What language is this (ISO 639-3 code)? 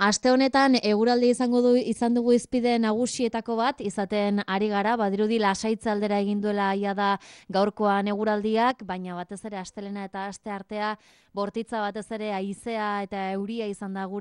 eus